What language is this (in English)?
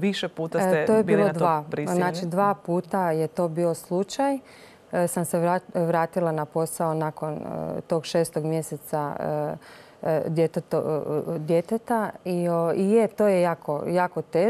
Croatian